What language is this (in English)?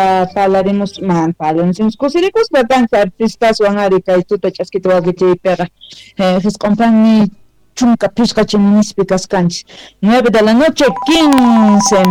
Quechua